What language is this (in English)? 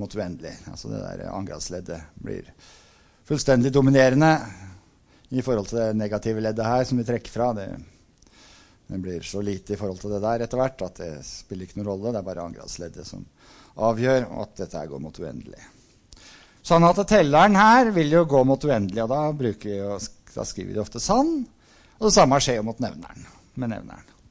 Norwegian